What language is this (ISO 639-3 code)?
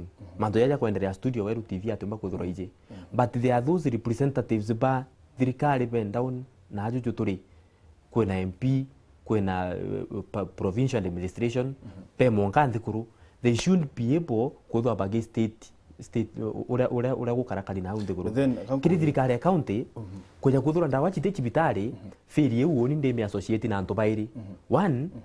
mer